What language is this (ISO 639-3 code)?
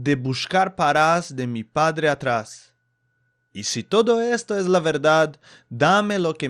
lad